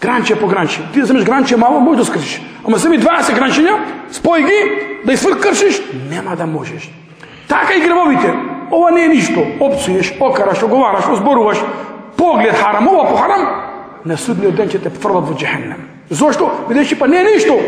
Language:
Macedonian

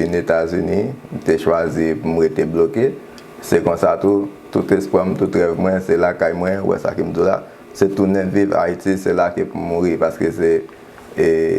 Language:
Haitian Creole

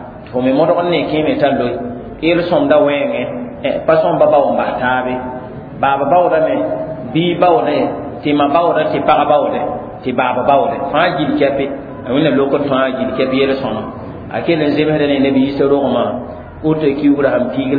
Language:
Mossi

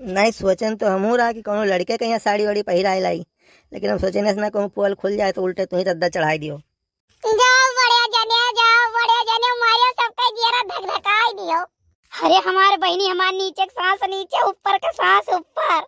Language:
Awadhi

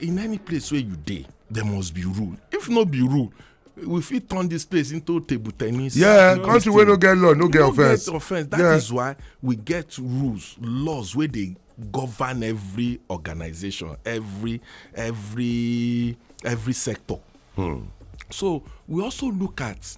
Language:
Nigerian Pidgin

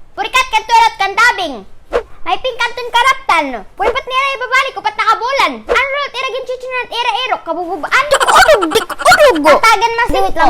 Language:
Waray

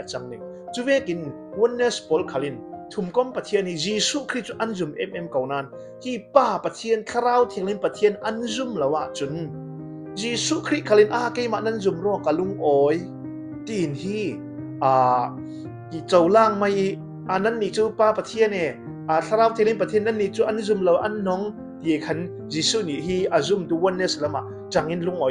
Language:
Falam Chin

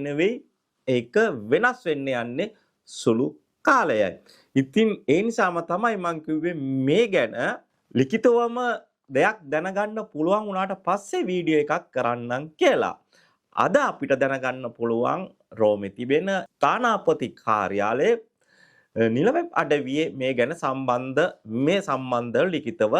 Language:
Sinhala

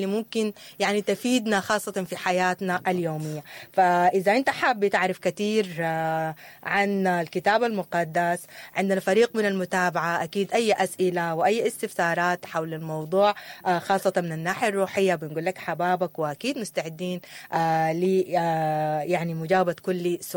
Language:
Sudanese Arabic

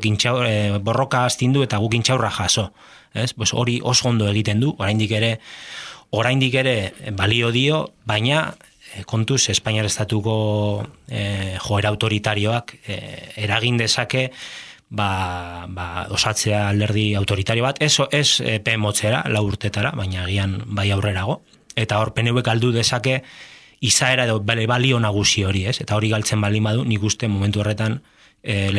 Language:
Basque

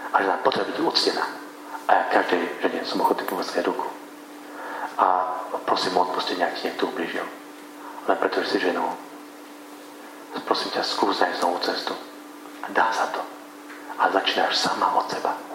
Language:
Slovak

